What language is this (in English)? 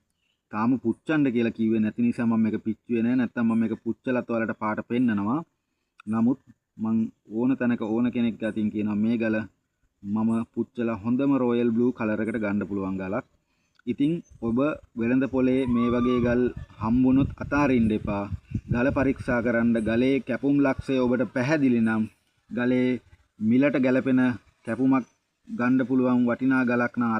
Sinhala